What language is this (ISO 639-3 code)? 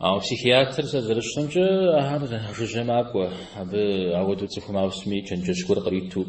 kbd